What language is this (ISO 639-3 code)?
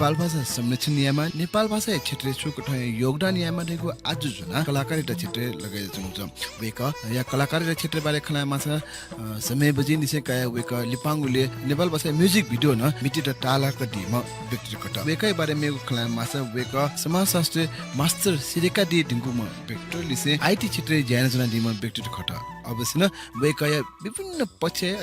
new